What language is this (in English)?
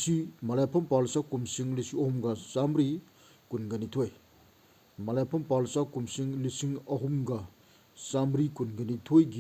Manipuri